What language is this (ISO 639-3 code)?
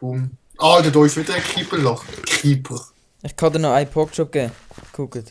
gsw